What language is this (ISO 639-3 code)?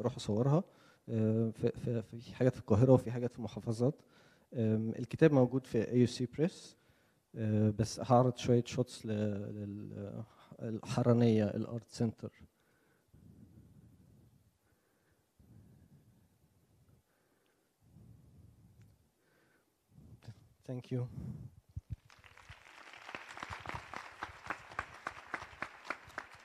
arz